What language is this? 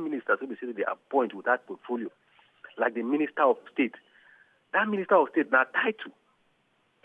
Nigerian Pidgin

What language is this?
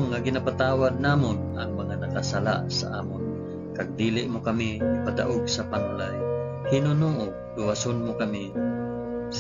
Hiligaynon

